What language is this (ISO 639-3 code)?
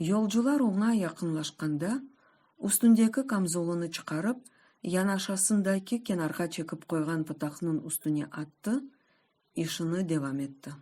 crh